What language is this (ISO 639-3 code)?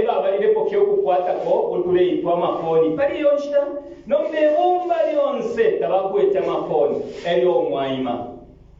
bem